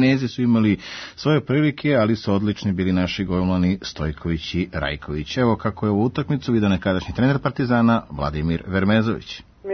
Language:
Serbian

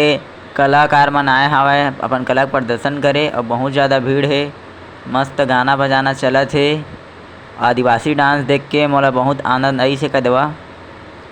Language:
Chhattisgarhi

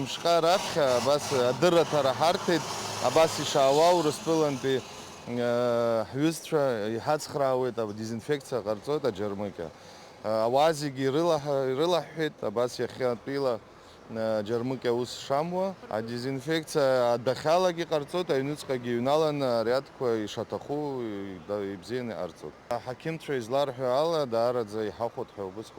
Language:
Abkhazian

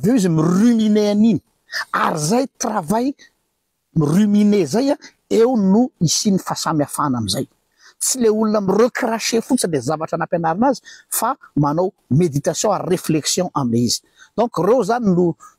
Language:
Malagasy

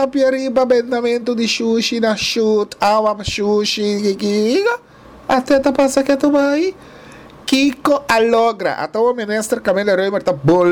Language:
Papiamento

